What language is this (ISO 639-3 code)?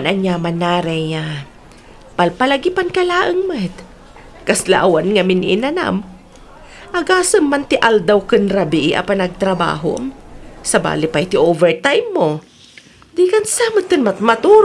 ilo